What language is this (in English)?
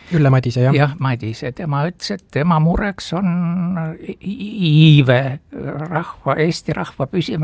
Estonian